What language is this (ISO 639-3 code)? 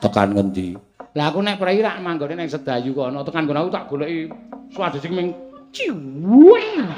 jav